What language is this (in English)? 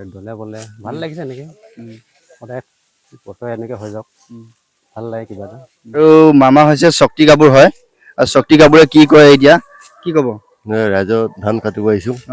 Assamese